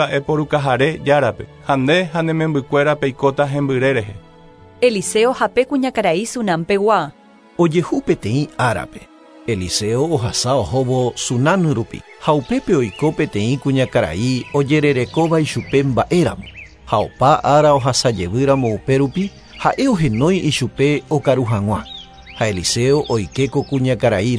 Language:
Guarani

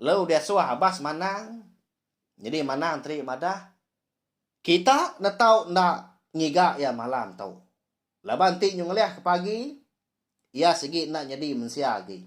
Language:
Iban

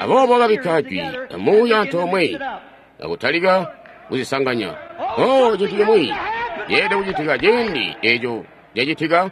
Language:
Tonga (Zambia)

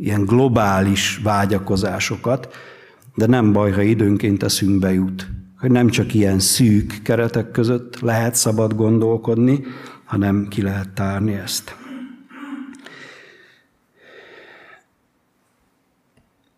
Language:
Hungarian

